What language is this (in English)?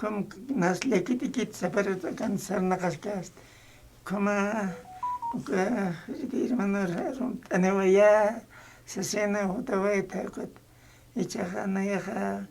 Aymara